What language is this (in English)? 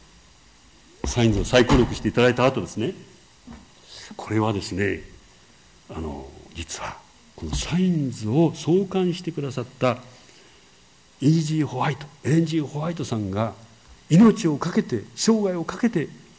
Japanese